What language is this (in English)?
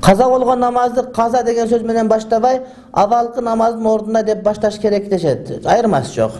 Kyrgyz